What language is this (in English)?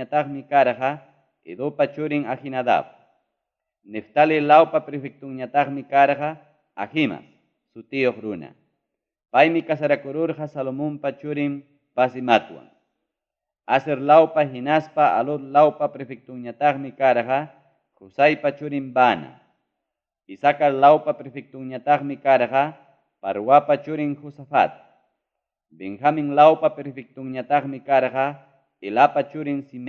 Ayacucho Quechua